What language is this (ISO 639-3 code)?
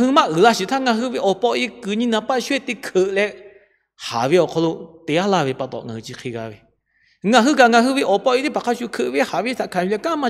lhu